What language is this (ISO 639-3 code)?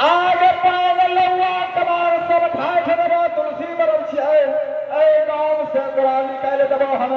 mai